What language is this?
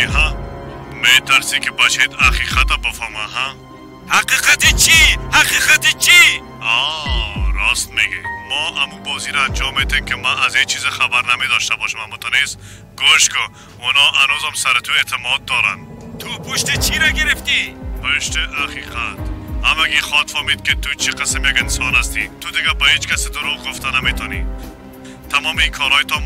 Persian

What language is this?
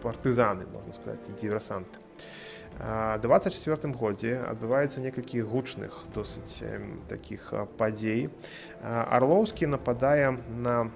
Belarusian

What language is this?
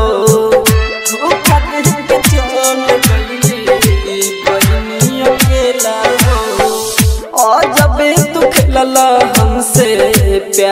Bhojpuri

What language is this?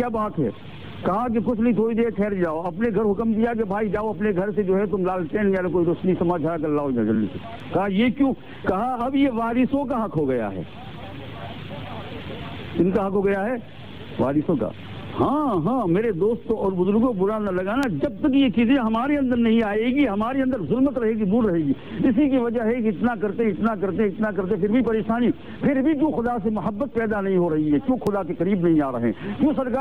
Urdu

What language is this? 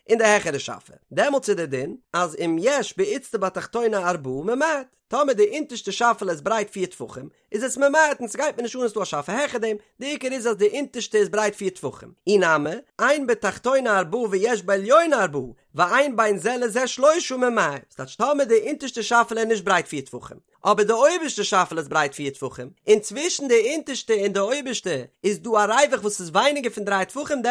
Yiddish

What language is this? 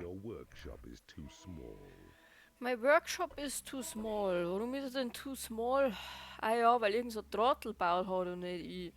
Bavarian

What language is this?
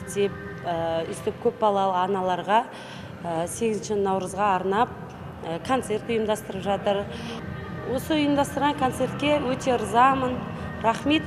Kazakh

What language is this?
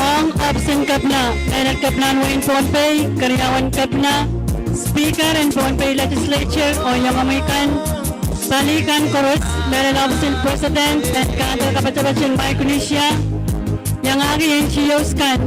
Pohnpeian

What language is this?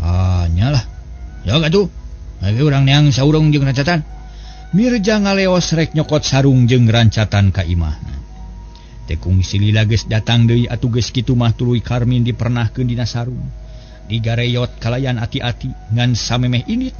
Sundanese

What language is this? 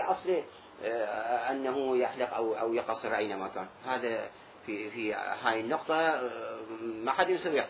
Mesopotamian Arabic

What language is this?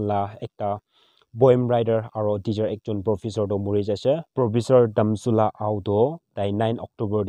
Naga Pidgin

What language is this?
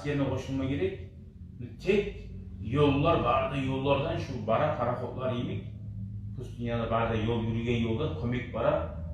Kumyk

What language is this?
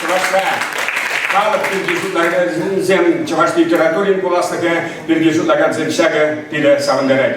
Chuvash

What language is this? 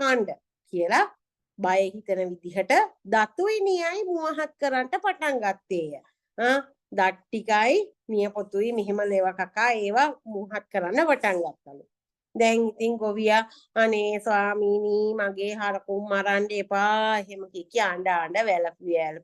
Sinhala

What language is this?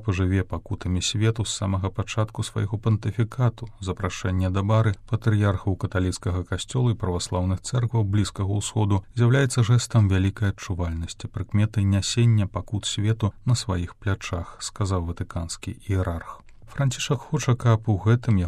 Belarusian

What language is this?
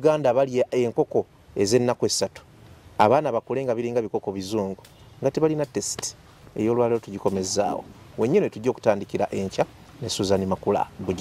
Ganda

